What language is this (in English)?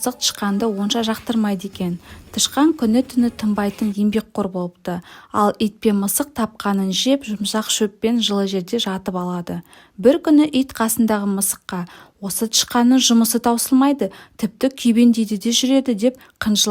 Kazakh